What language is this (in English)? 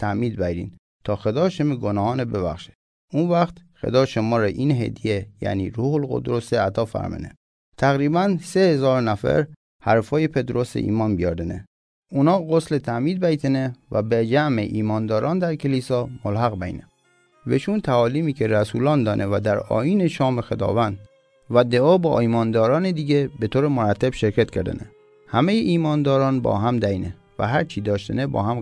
Mazanderani